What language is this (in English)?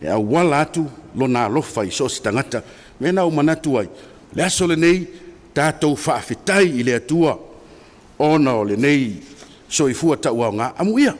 Samoan